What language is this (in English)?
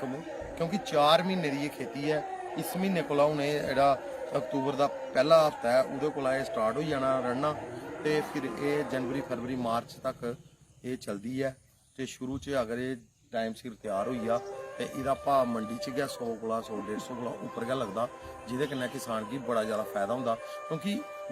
Dogri